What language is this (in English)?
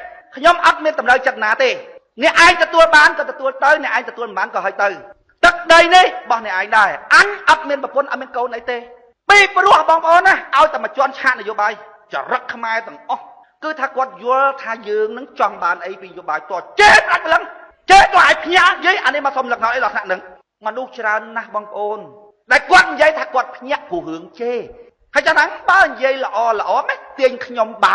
Khmer